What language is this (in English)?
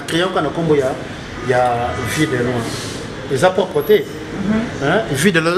Lingala